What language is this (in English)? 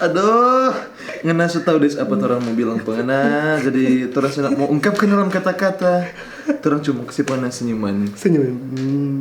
Manado Malay